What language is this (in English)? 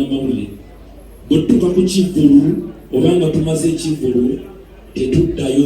Ganda